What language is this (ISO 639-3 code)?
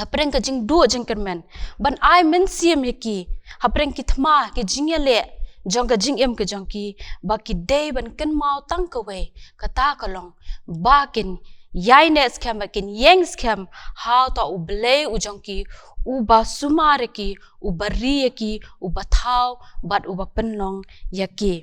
kha